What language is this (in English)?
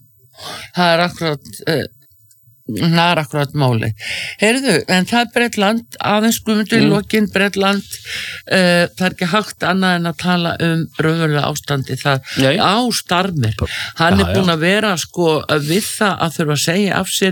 Icelandic